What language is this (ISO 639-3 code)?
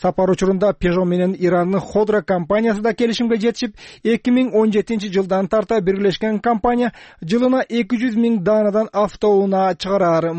kir